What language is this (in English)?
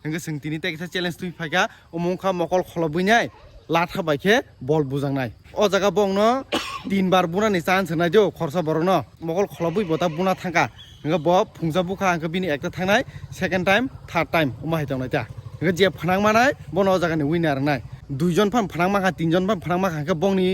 Kok Borok